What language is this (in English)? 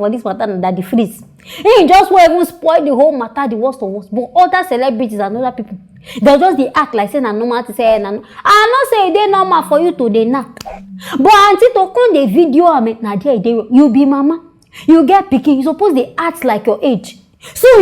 Nigerian Pidgin